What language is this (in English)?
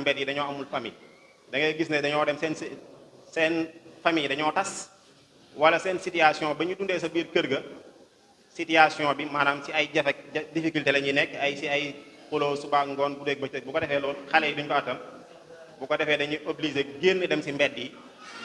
Wolof